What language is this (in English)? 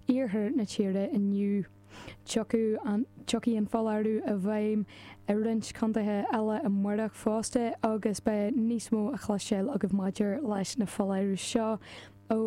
Irish